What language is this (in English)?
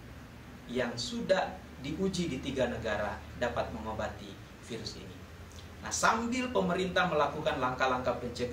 Indonesian